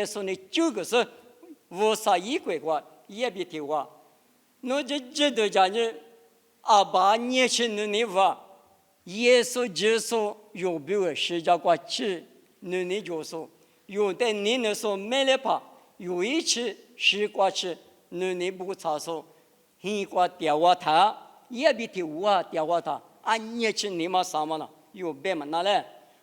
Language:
Lisu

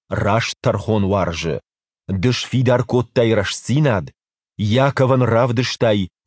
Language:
Ossetic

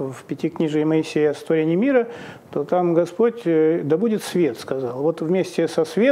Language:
Russian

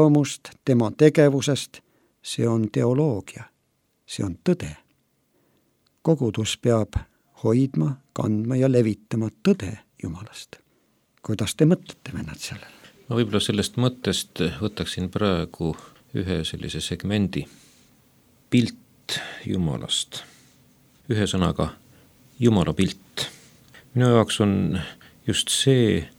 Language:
Estonian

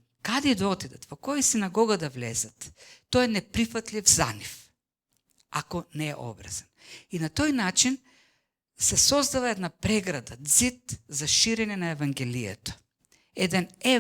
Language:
Macedonian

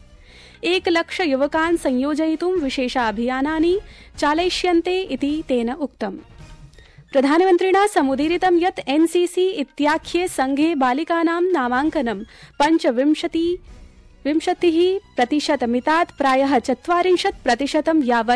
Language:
Sanskrit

